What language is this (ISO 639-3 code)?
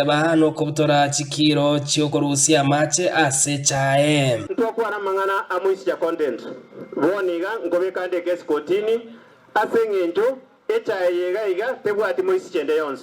guz